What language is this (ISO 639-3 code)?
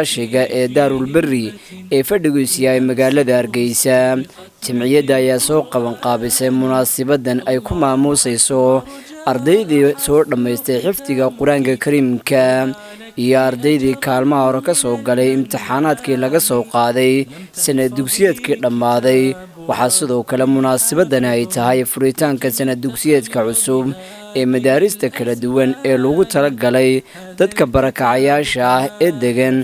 som